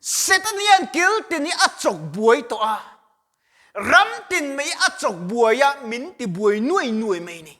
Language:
Mizo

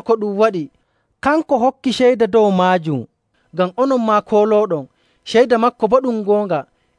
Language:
Nigerian Fulfulde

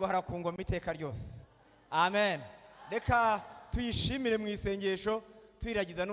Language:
Kinyarwanda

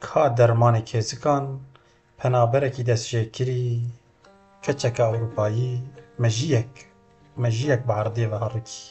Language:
Kurdish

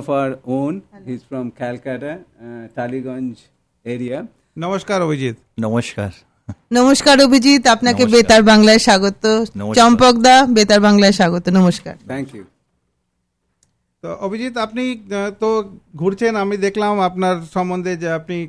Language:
Bangla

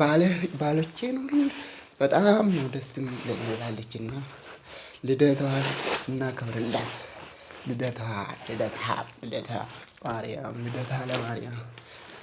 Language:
Amharic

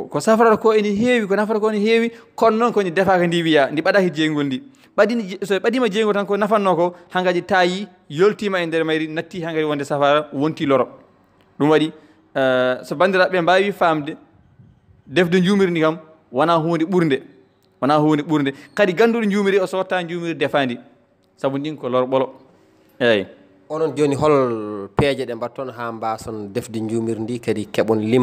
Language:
Fula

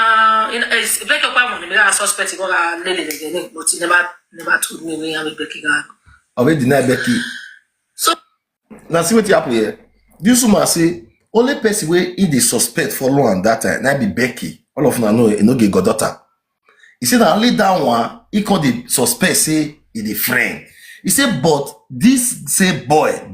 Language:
Nigerian Pidgin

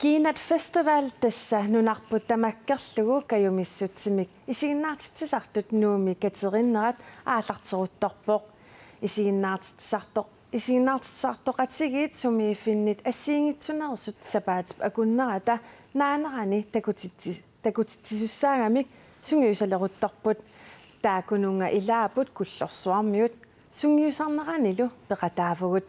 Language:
Kalaallisut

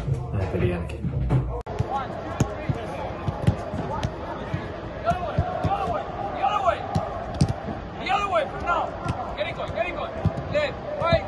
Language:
Finnish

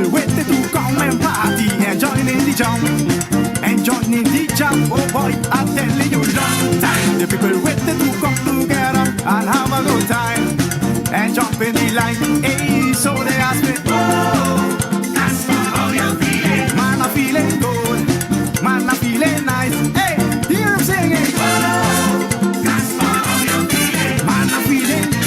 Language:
Papiamento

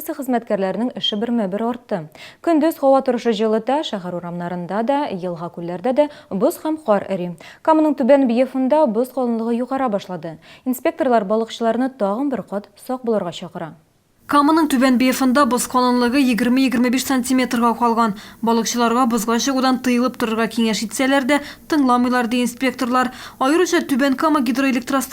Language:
Tatar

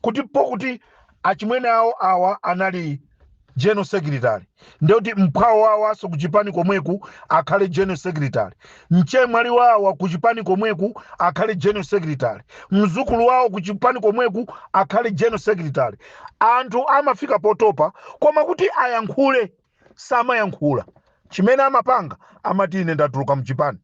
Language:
Nyanja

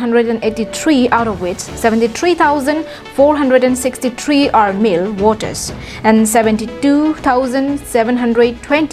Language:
Karbi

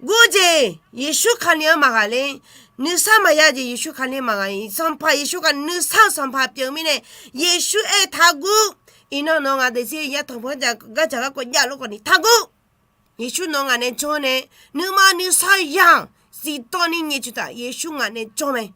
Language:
Akha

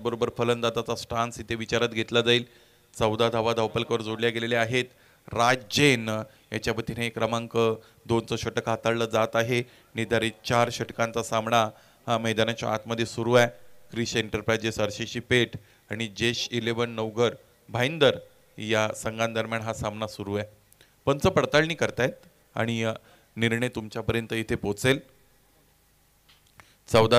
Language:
Marathi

